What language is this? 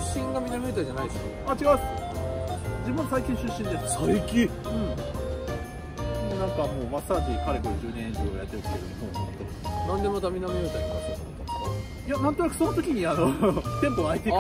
Japanese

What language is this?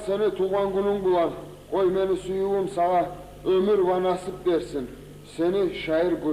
Kumyk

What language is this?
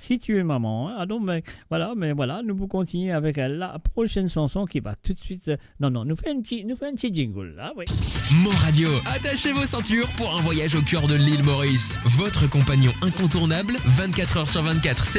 Morisyen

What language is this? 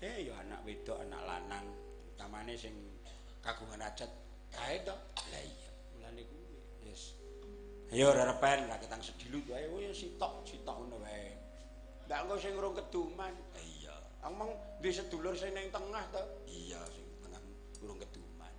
Javanese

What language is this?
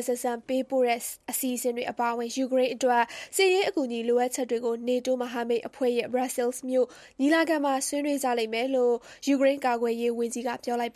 Burmese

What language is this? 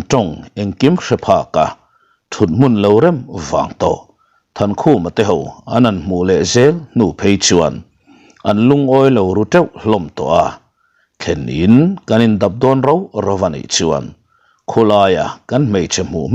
Mizo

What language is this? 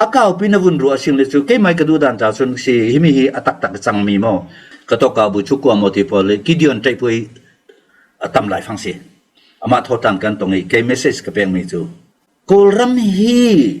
Falam Chin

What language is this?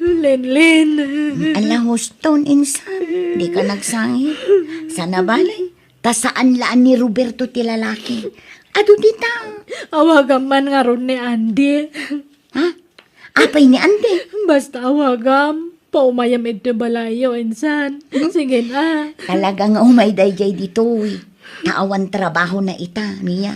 Iloko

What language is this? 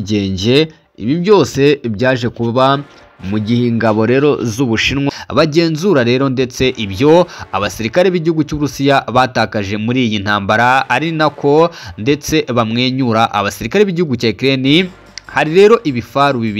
Kinyarwanda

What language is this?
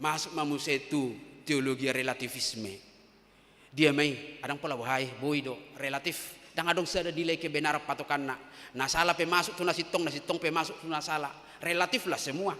Batak Toba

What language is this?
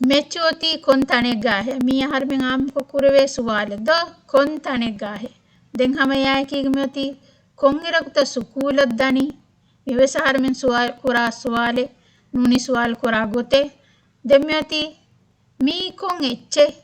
Divehi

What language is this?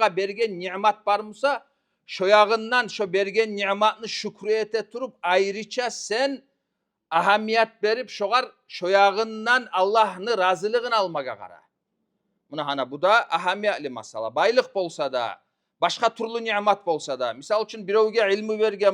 Kumyk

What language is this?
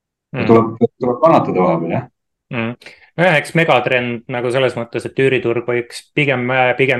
Estonian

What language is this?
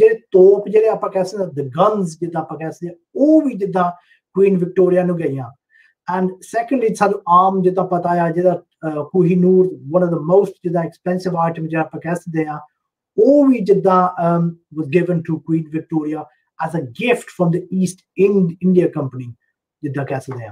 Punjabi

